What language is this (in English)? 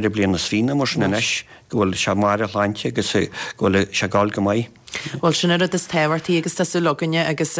Irish